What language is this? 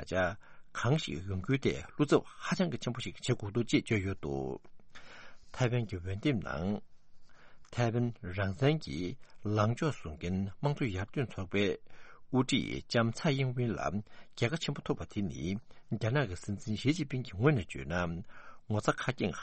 Tibetan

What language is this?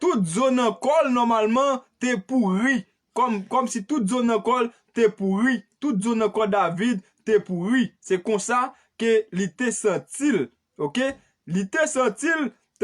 Haitian Creole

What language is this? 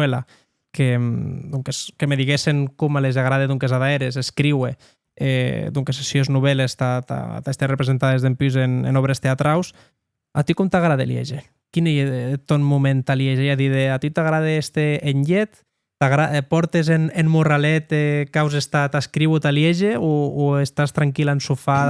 Occitan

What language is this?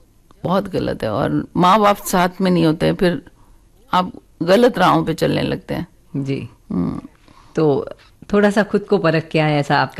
Hindi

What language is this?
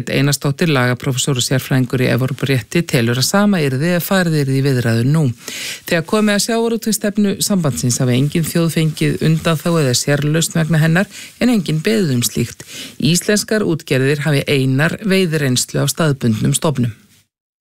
Icelandic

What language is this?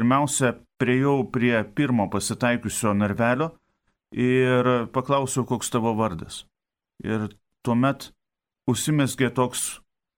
Lithuanian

